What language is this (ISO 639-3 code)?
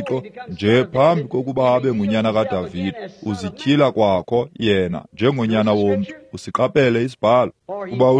xho